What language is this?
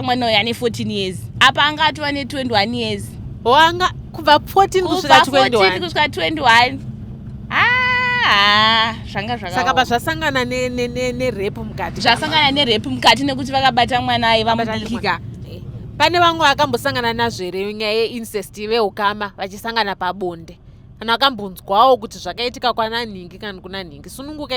Shona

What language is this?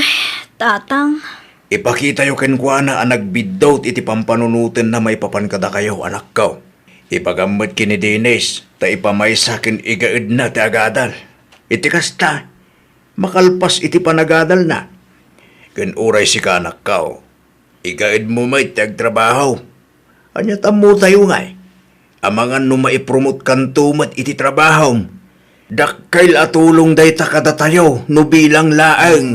Iloko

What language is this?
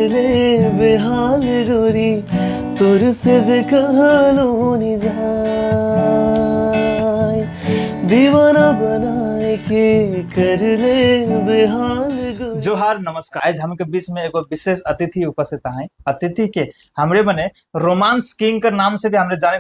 Sadri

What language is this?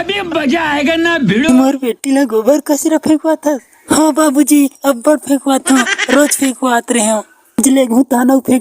Chhattisgarhi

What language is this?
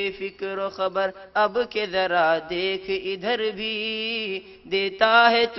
Urdu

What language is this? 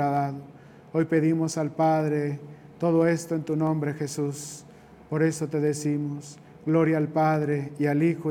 Spanish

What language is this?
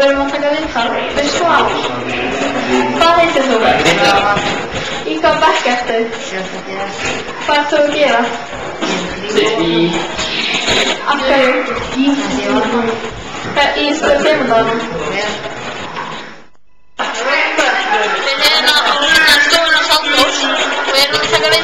Icelandic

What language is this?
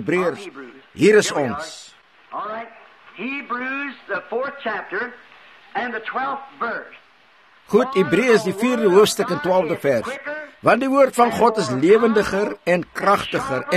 Afrikaans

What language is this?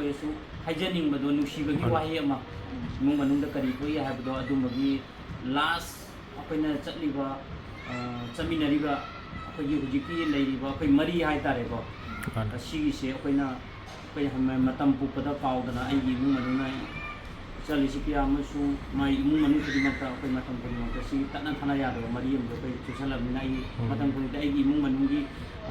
Manipuri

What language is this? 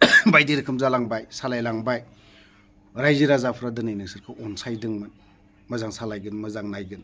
Bodo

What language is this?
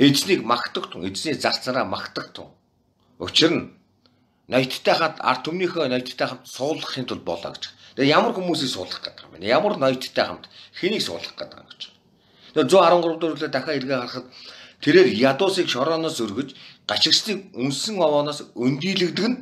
Mongolian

